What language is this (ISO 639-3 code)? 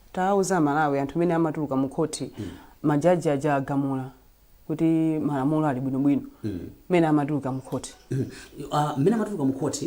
nya